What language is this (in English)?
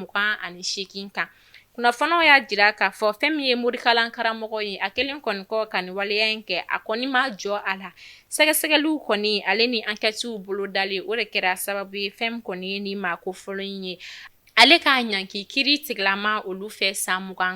Bambara